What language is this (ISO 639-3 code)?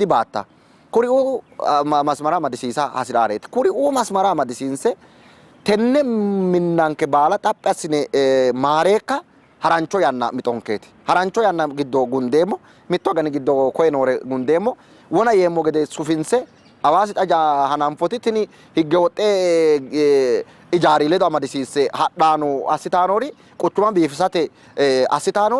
sid